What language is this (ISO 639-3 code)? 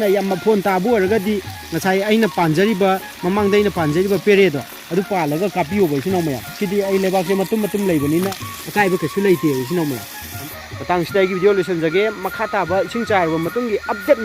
mni